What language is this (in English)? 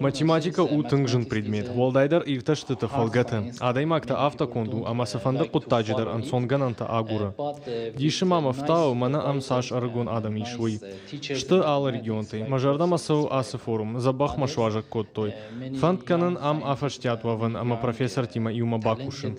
Ossetic